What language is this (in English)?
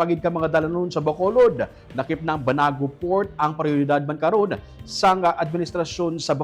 Hiligaynon